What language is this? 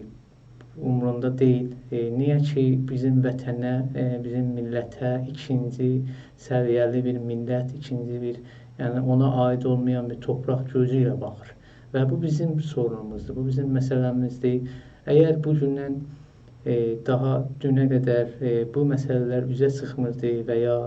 South Azerbaijani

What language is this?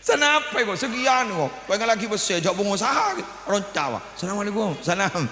Madurese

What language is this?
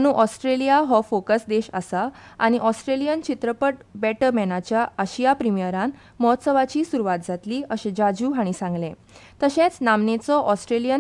Konkani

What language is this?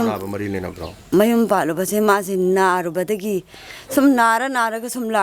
Manipuri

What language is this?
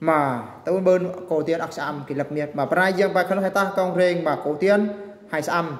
Eastern Bru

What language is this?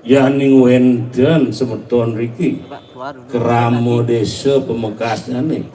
Balinese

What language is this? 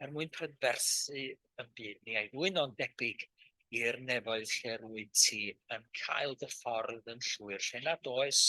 Welsh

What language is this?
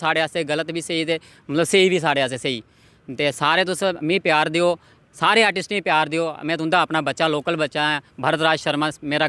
Dogri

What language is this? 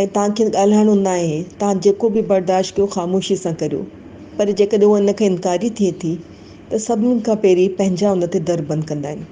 Sindhi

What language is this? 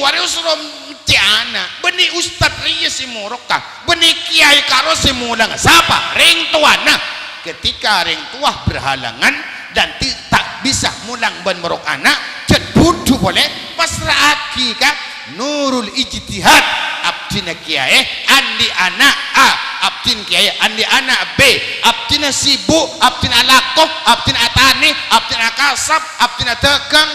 Madurese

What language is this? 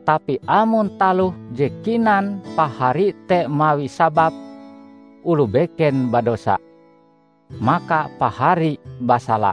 Ngaju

